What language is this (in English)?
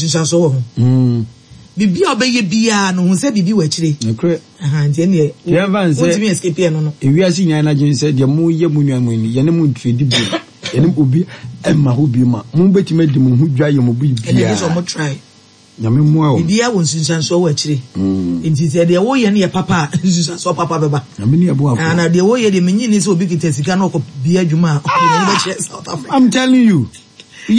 Akan